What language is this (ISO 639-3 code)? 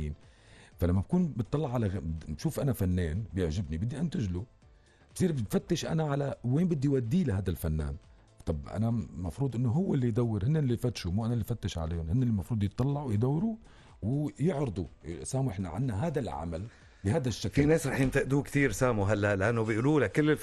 apc